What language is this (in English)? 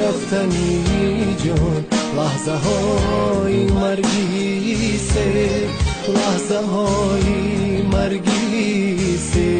Tajik